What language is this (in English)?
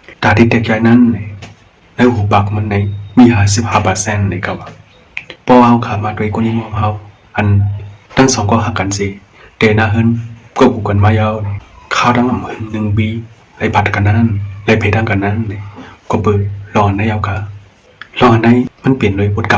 Shan